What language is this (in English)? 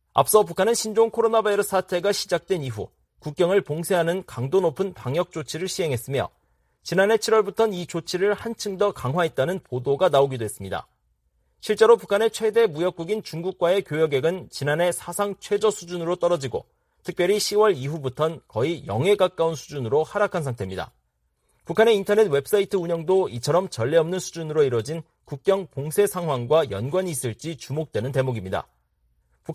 Korean